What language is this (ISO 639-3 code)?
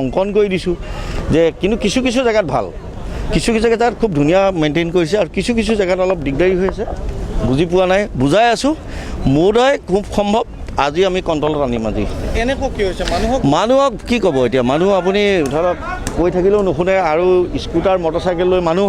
asm